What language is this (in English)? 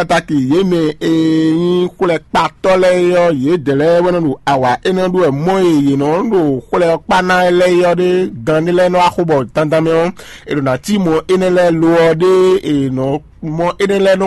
Fon